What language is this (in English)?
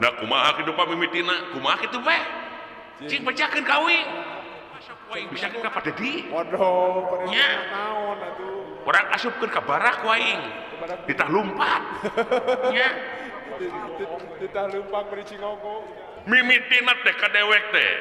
Sundanese